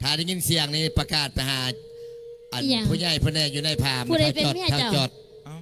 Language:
Northeastern Thai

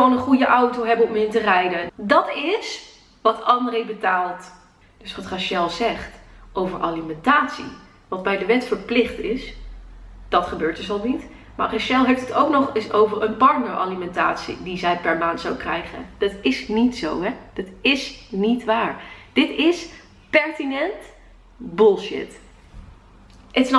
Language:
Dutch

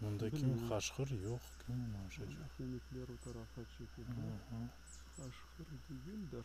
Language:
Crimean Tatar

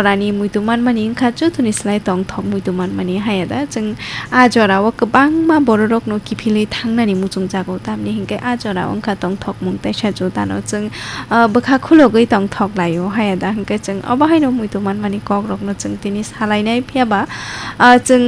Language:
Kok Borok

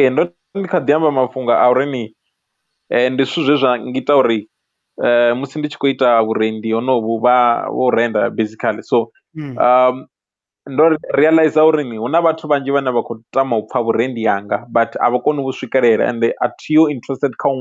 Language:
Venda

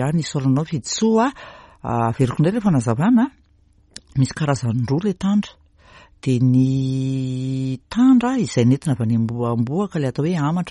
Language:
Malagasy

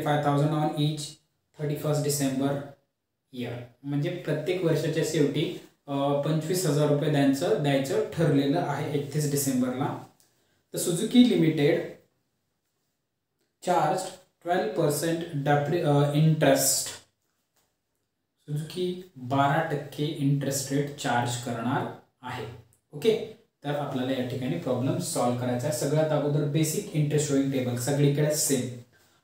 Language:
Marathi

